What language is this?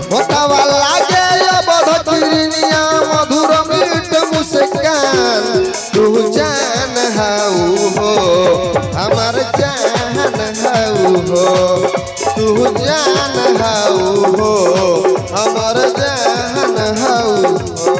Maithili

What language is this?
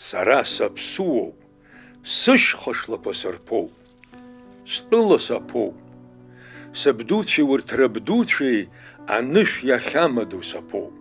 Abkhazian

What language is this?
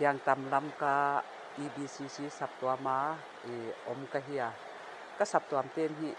Paite Chin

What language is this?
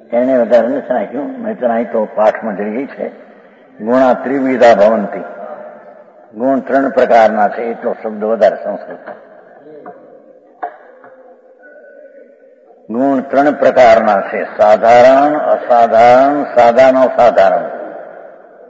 Gujarati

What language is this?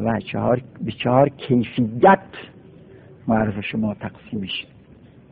Persian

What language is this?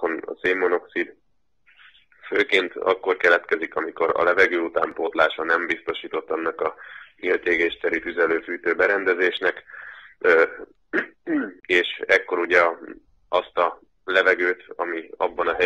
Hungarian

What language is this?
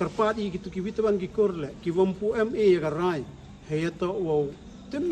Khasi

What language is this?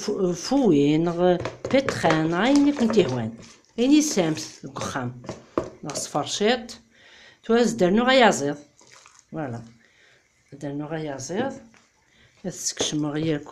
Kabyle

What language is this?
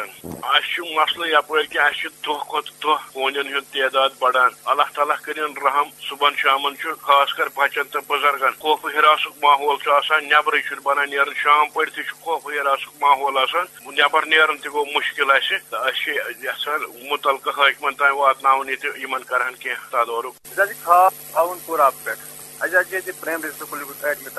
Kashmiri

